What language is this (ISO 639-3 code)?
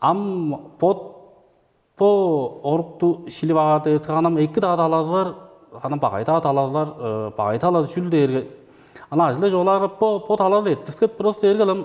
tyv